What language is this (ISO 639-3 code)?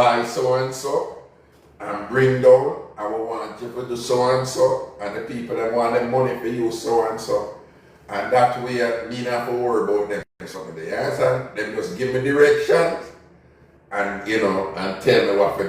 jam